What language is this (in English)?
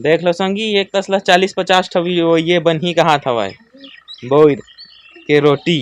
Chhattisgarhi